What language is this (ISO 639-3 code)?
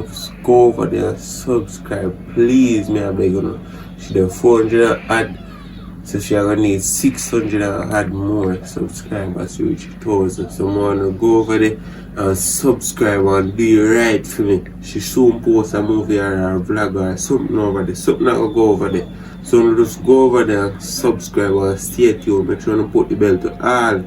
jam